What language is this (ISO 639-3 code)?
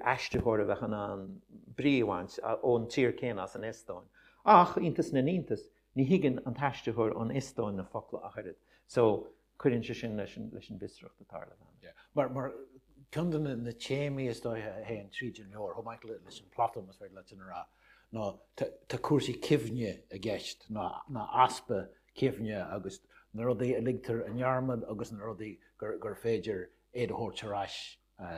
gle